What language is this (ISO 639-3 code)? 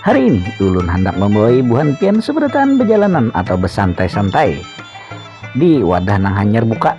bjn